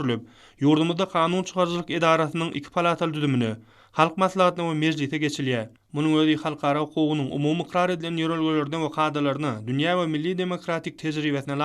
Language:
Turkmen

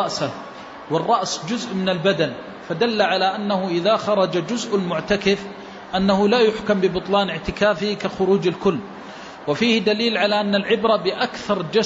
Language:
Arabic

